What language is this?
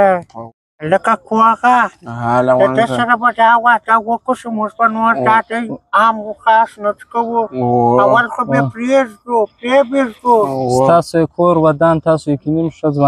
Pashto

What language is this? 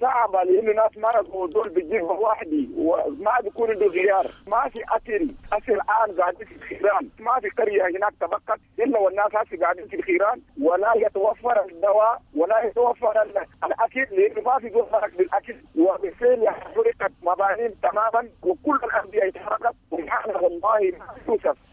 Sudanese Arabic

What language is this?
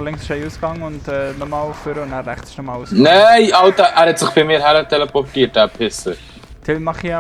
Swiss German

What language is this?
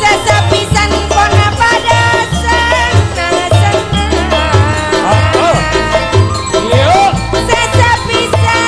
Madurese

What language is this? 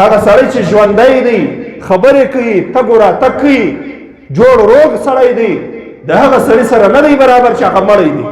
Pashto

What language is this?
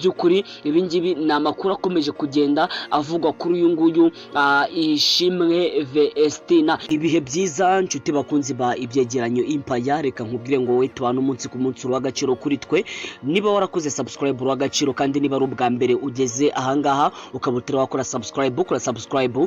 Kinyarwanda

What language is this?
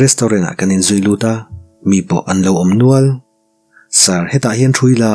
Mizo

